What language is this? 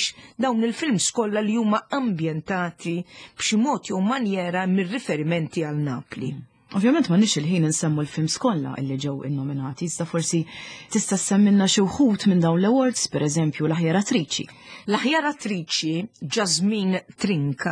Maltese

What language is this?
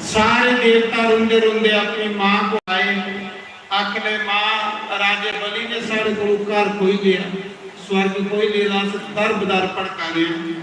Dogri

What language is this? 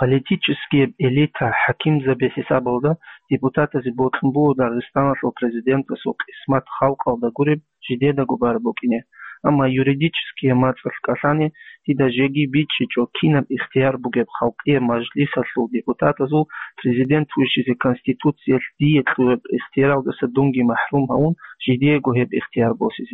Avaric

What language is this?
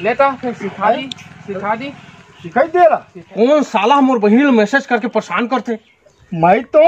Chhattisgarhi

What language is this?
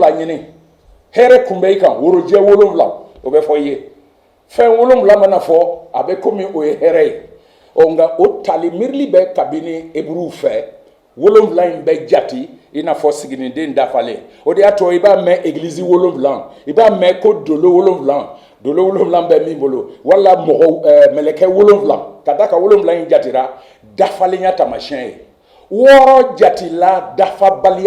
Bambara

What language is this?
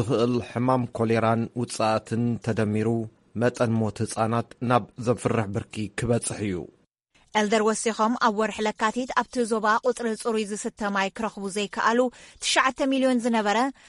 Tigrinya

